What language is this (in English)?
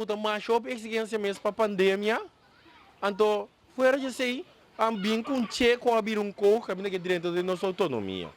Papiamento